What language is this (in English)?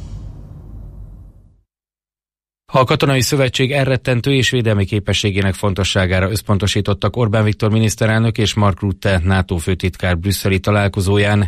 Hungarian